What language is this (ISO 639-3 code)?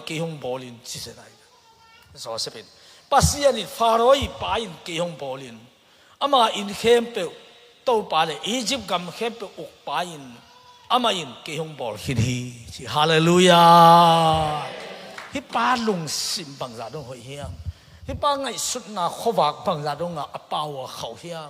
ctd